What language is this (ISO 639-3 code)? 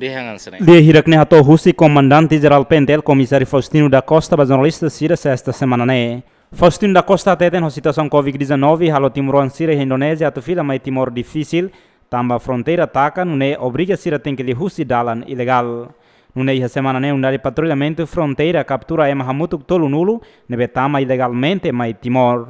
tet